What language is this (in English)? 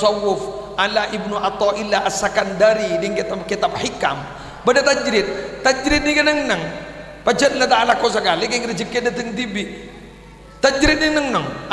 Madurese